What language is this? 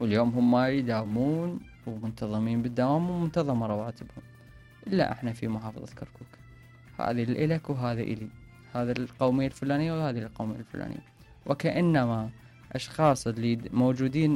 Mesopotamian Arabic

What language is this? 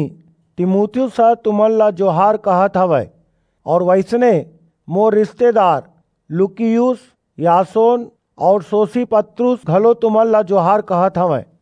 Chhattisgarhi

